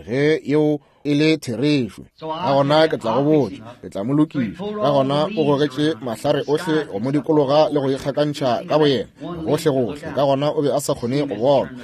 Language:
Northern Sotho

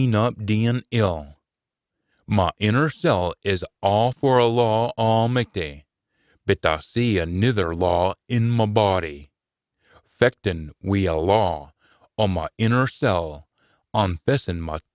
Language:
Scots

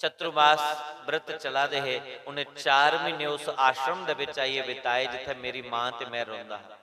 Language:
Dogri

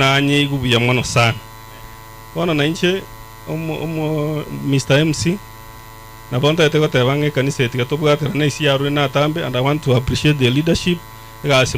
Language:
Gusii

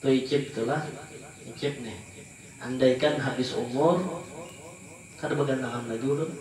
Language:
Banjar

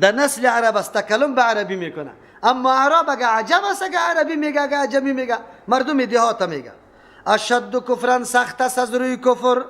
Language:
Persian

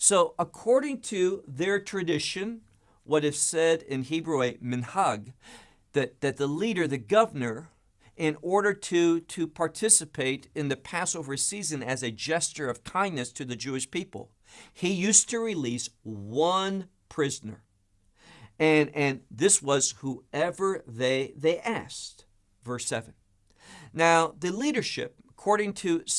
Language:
English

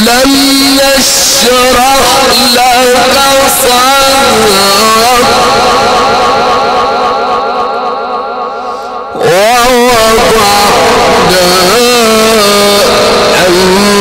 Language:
Arabic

